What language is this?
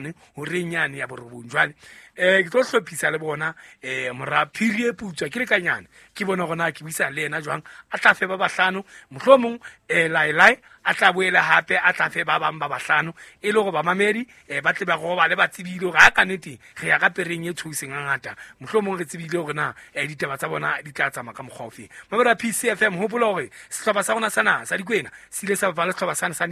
Southern Sotho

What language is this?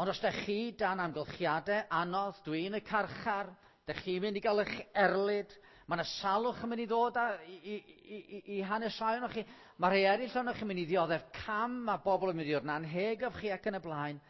Welsh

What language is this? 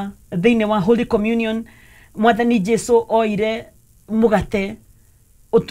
Kikuyu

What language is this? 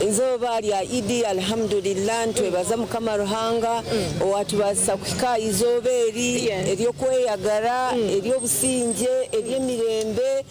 Nyankole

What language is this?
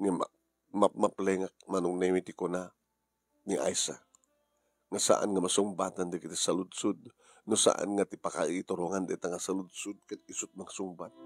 Iloko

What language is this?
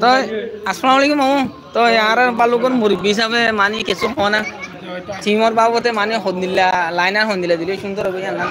Rohingya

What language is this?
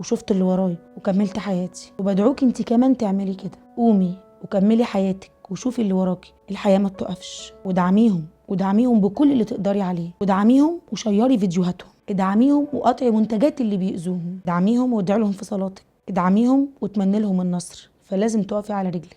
Egyptian Arabic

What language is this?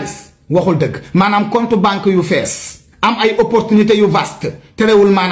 Wolof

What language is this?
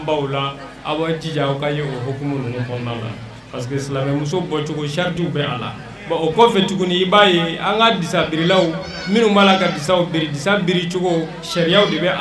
Bambara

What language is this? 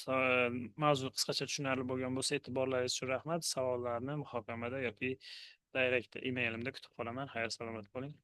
Uzbek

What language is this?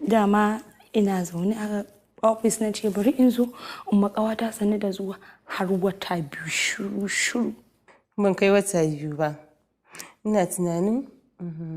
Hausa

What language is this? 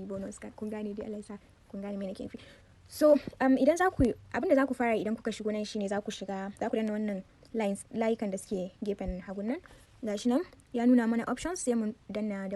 Hausa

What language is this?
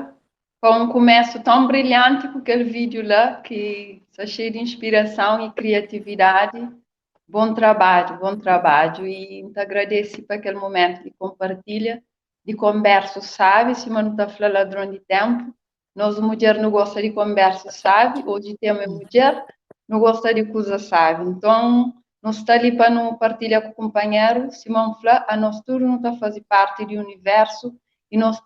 Kabuverdianu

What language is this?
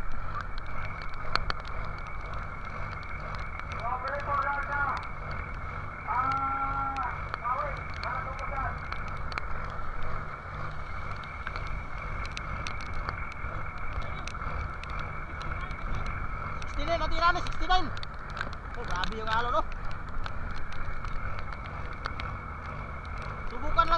Filipino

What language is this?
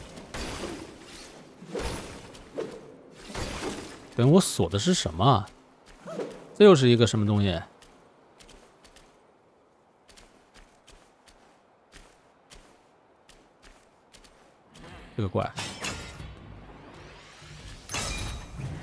Chinese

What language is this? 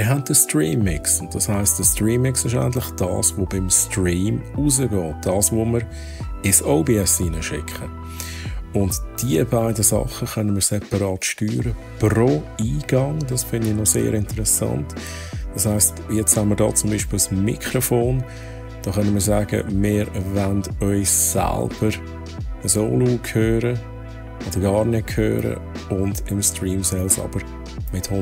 Swiss German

